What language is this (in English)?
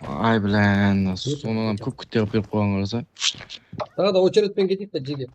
Kara-Kalpak